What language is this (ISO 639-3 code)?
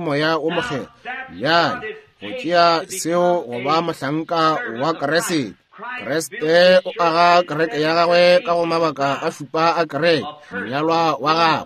nso